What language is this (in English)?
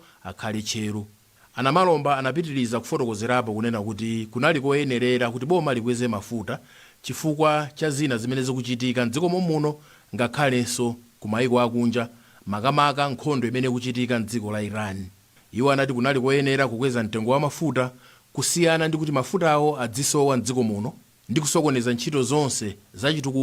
Nyanja